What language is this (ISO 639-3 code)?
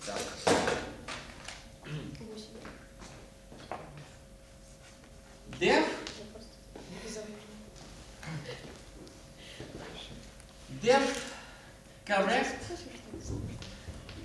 rus